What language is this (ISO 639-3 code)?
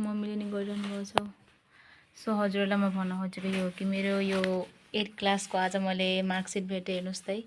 nep